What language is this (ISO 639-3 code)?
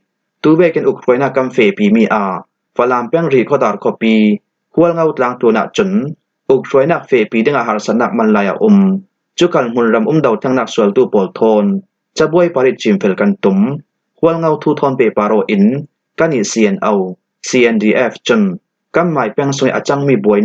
cfm